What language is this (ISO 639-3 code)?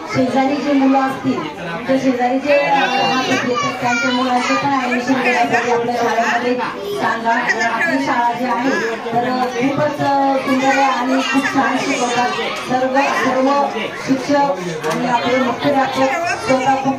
mar